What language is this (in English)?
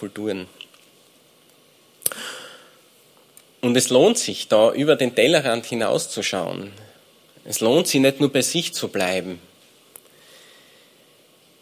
German